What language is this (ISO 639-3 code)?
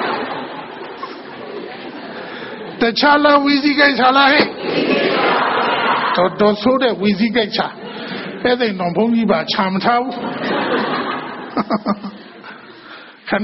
mya